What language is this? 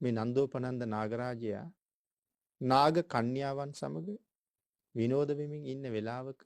Sinhala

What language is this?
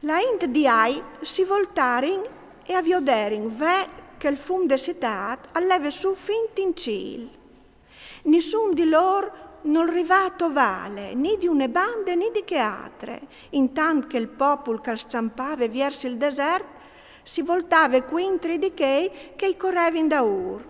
Friulian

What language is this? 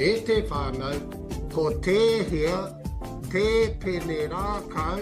Māori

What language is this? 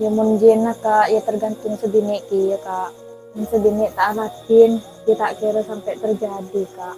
Madurese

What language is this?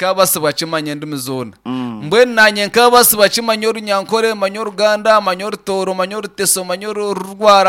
Nyankole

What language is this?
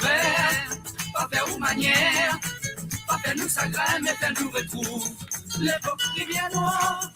Morisyen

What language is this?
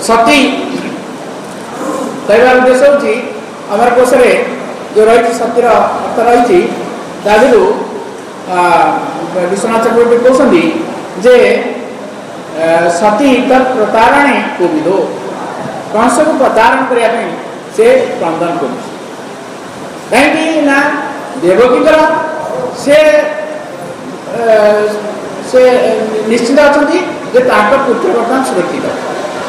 Odia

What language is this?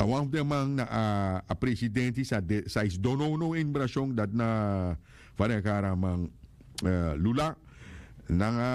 Sranan Tongo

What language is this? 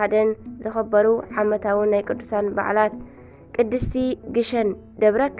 Tigrinya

